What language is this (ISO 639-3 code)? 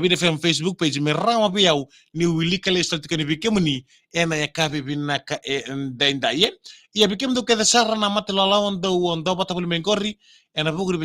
fij